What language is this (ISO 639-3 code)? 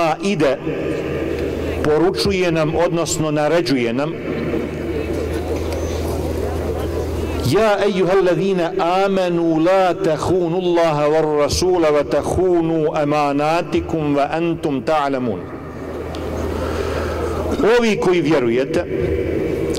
bos